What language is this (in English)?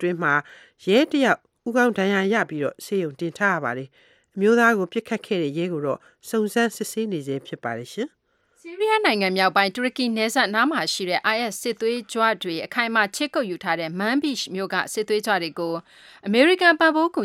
Burmese